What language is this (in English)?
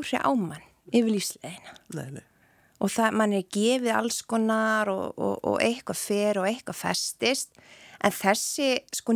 Icelandic